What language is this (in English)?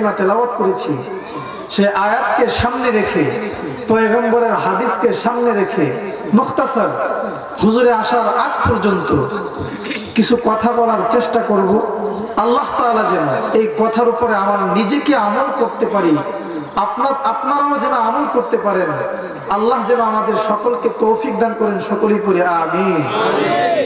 Bangla